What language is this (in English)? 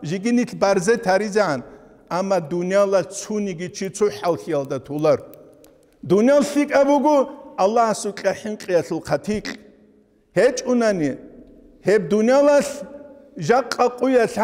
Avaric